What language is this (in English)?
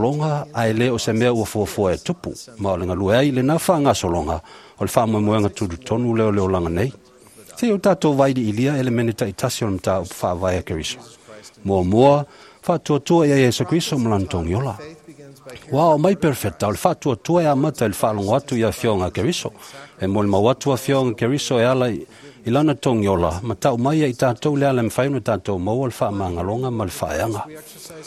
Samoan